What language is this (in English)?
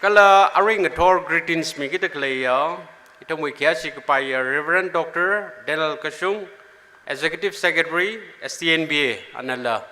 Tangkhul Naga (India)